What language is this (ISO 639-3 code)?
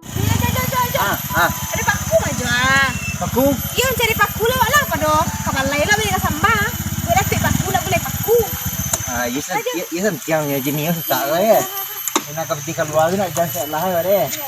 min